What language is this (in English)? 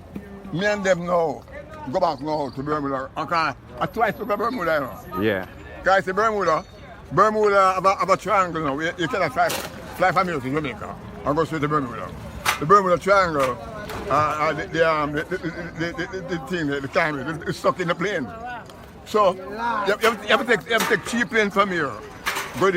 Jamaican Creole English